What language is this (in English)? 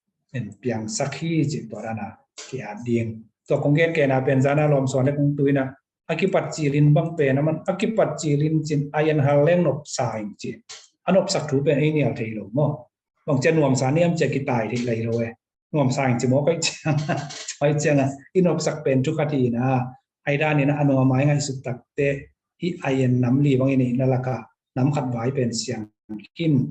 Tedim Chin